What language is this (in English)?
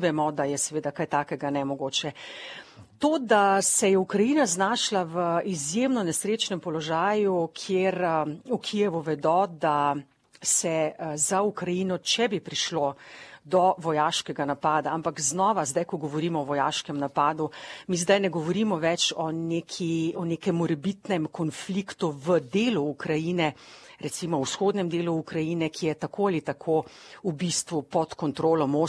Slovenian